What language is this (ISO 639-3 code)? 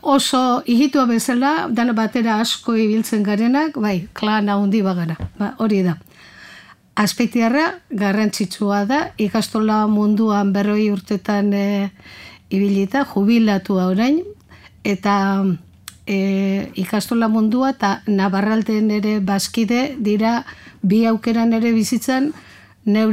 eus